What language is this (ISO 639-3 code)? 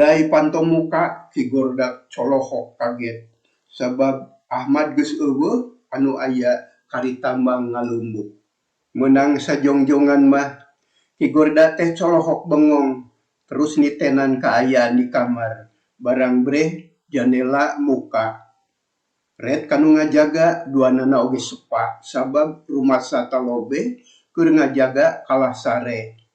sun